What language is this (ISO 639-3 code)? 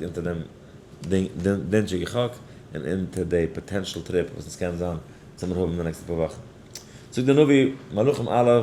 yid